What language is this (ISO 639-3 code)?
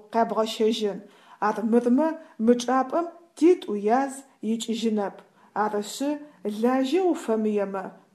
ady